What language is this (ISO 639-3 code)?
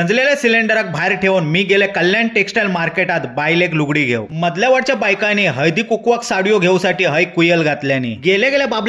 kok